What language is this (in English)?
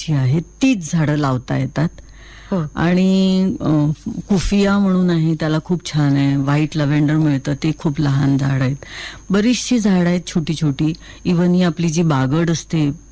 Marathi